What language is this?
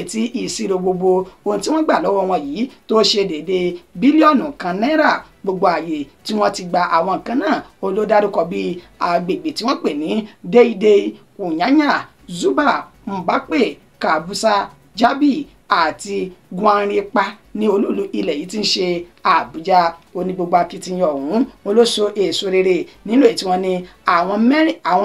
Yoruba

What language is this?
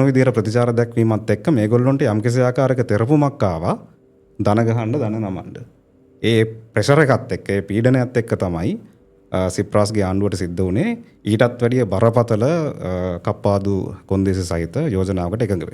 Sinhala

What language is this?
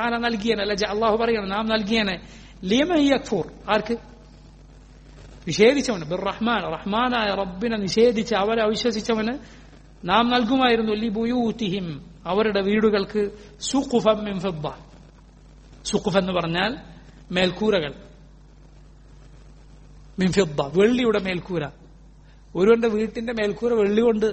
Malayalam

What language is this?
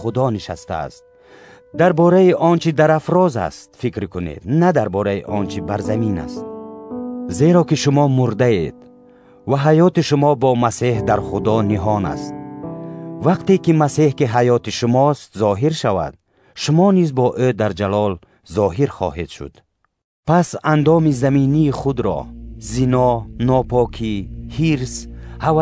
Tajik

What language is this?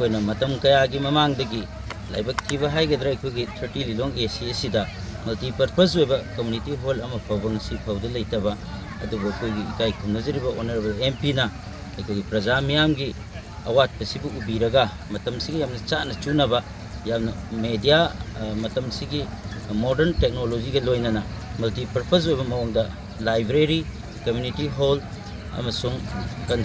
Manipuri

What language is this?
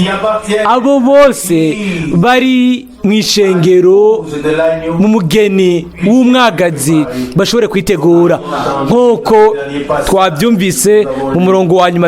Rundi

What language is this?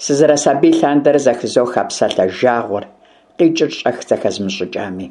Kabardian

